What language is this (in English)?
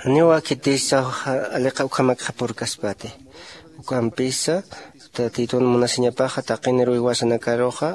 Aymara